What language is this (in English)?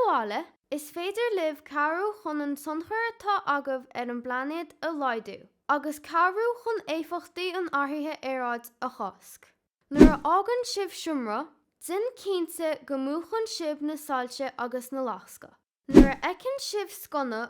Irish